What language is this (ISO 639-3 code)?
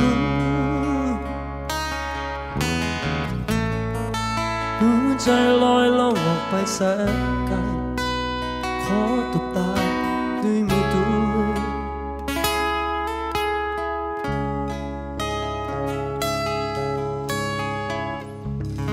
tha